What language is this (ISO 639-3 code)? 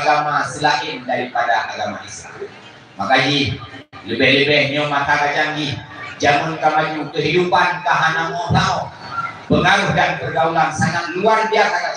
ace